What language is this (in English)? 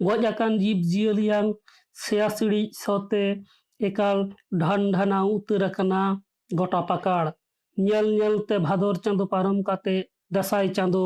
Santali